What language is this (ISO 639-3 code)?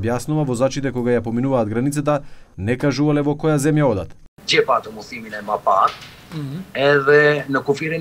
mkd